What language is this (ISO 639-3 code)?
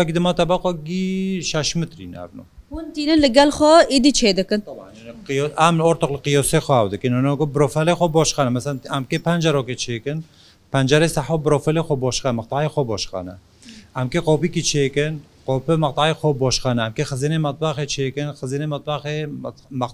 kur